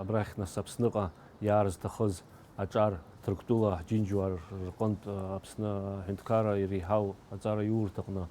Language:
Abkhazian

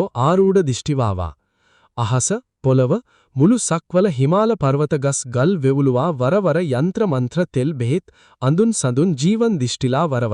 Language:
Sinhala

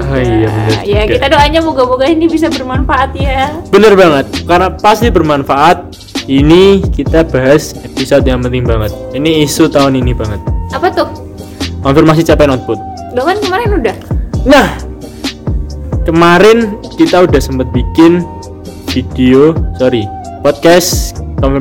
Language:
Indonesian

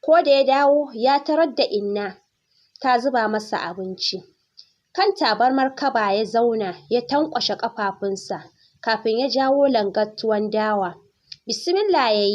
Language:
Hausa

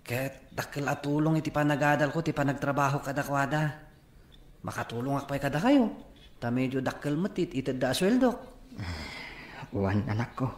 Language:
Iloko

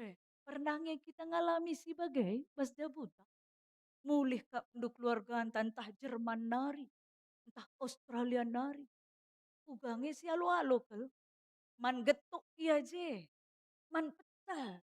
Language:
Batak Karo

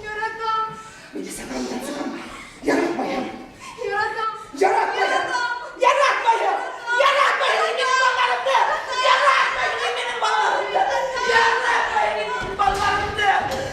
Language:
Bashkir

